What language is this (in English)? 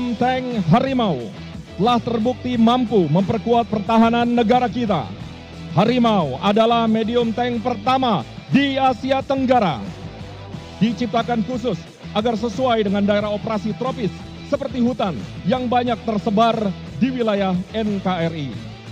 Indonesian